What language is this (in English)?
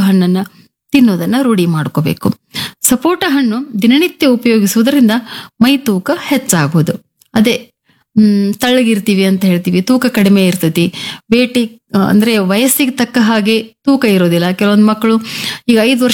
Kannada